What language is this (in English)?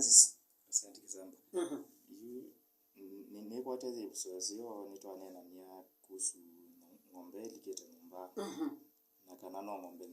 Kamba